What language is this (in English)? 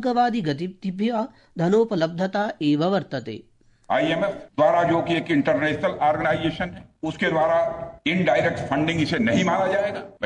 Sanskrit